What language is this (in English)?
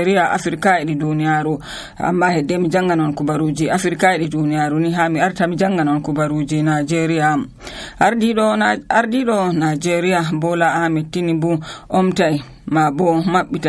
Nigerian Fulfulde